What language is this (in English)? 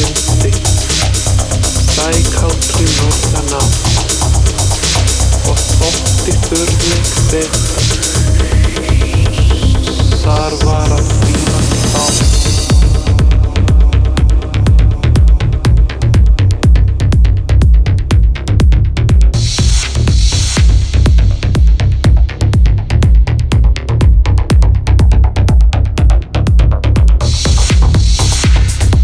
Icelandic